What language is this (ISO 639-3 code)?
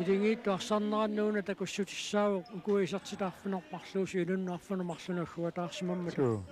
kal